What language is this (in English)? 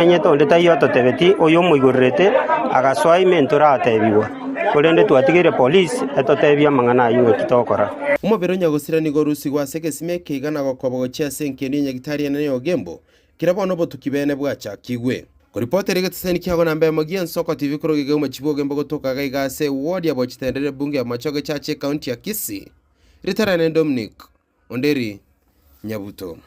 Gusii